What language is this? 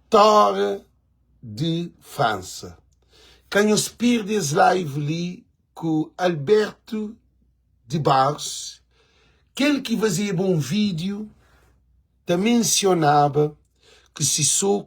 Kabuverdianu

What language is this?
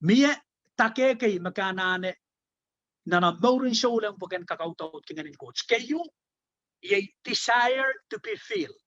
Pohnpeian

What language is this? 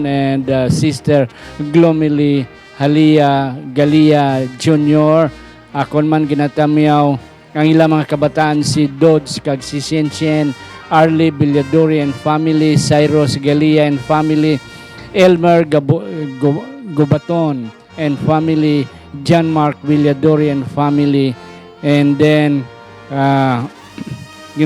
Hiligaynon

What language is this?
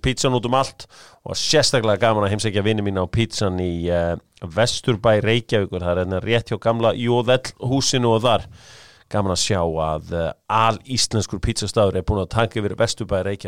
Icelandic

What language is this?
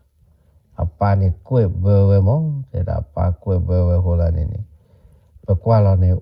S'gaw Karen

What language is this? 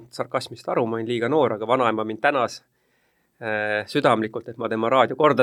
Estonian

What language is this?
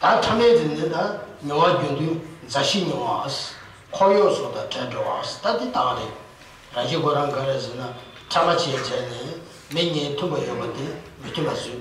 Tibetan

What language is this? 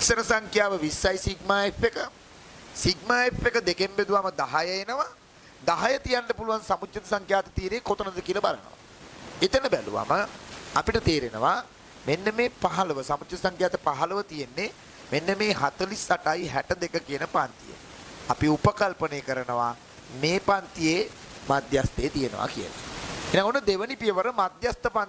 Sinhala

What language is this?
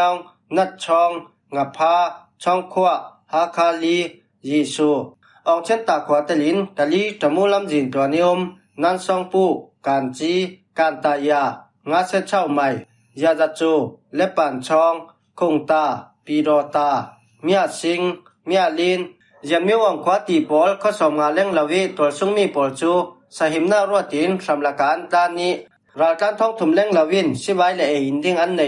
Falam Chin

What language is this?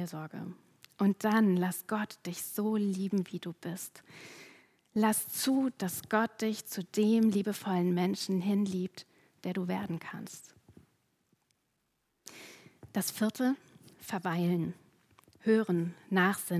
German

